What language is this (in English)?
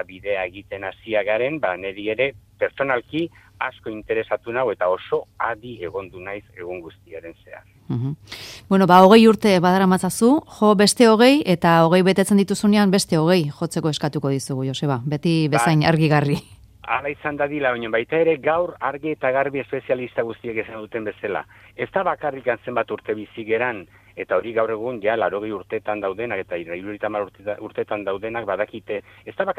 Basque